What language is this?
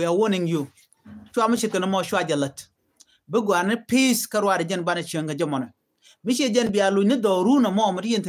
Nuer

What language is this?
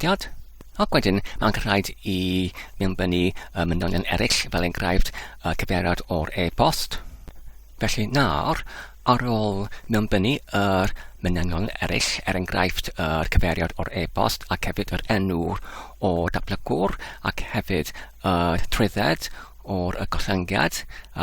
Welsh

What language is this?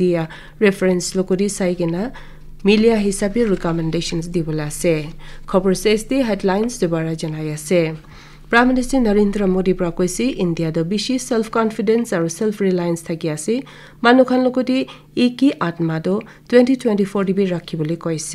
Naga Pidgin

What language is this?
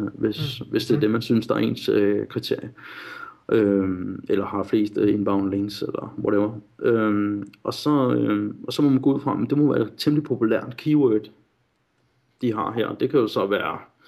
Danish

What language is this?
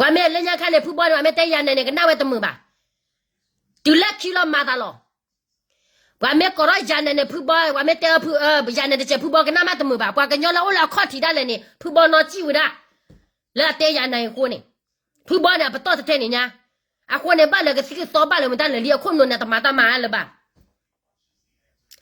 S'gaw Karen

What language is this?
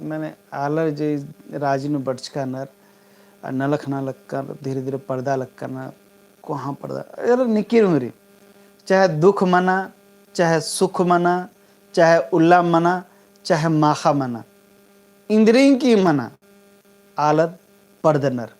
Kurukh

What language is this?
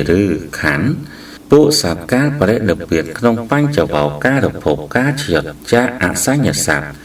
Khmer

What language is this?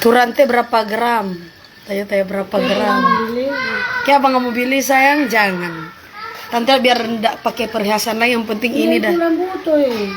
Manado Malay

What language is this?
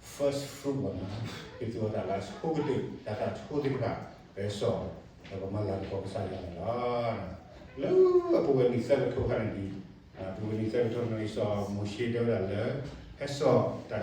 S'gaw Karen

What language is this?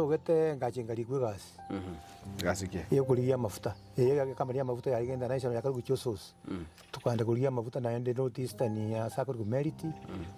Gusii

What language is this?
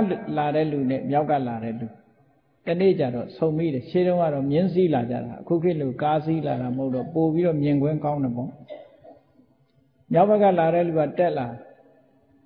Burmese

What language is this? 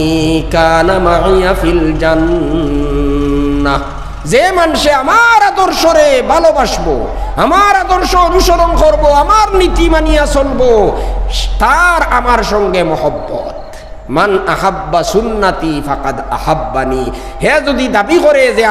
Sylheti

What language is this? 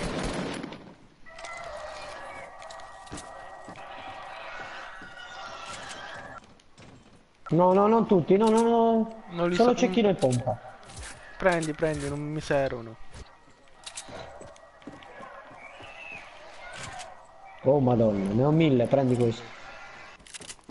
Italian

